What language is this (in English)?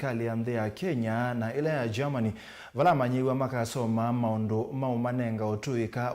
Kamba